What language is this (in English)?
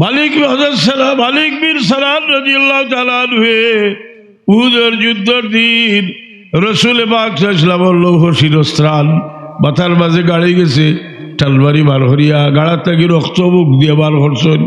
Sylheti